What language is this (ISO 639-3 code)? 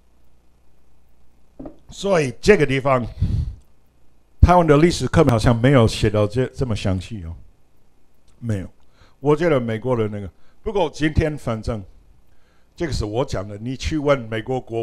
zho